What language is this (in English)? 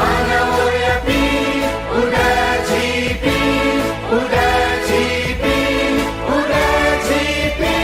Newari